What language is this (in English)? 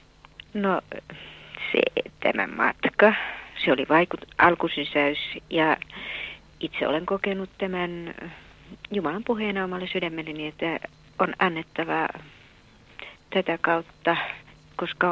Finnish